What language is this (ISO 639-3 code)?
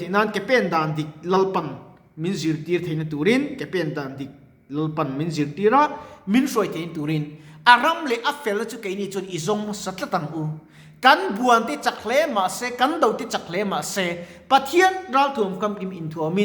lus